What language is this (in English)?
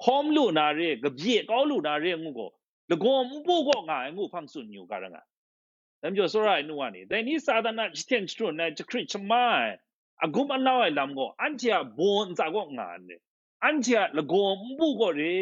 Kachin